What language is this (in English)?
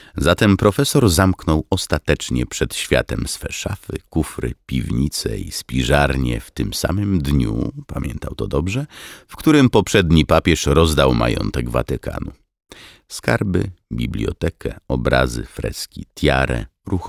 Polish